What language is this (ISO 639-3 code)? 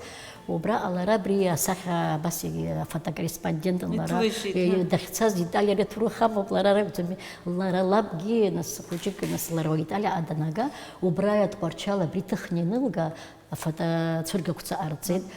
abk